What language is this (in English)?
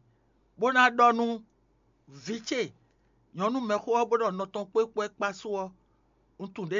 Fon